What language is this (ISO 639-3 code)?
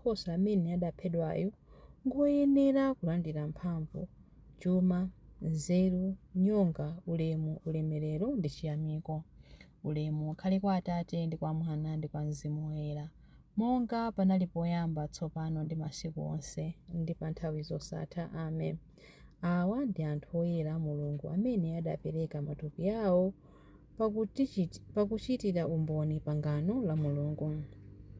nya